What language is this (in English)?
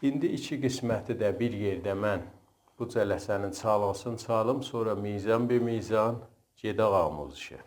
South Azerbaijani